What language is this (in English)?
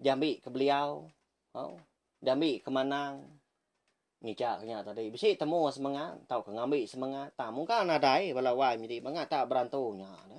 Iban